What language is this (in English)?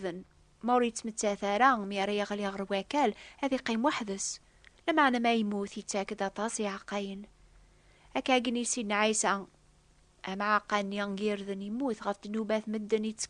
Kabyle